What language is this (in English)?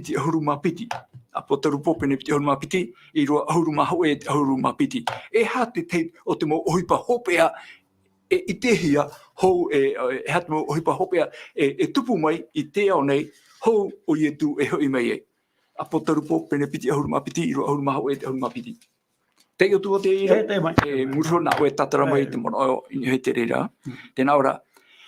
Tahitian